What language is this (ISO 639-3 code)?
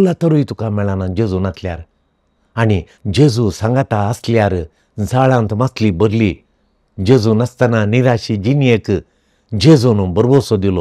kok